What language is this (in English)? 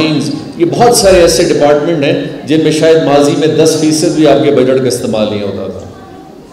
Urdu